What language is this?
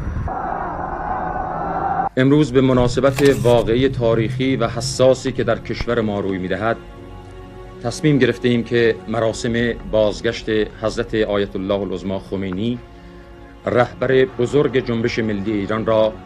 Persian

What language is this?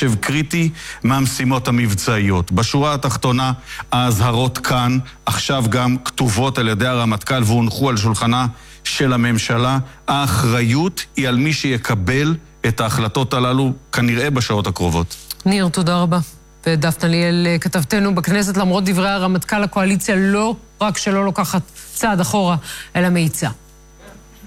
Hebrew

